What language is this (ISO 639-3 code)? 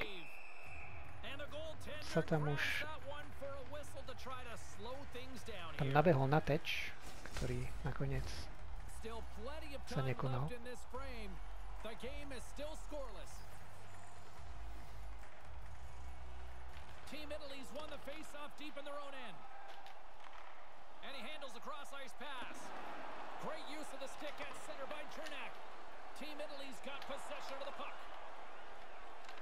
slk